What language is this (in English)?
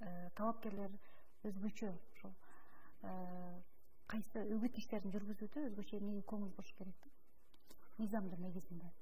Kyrgyz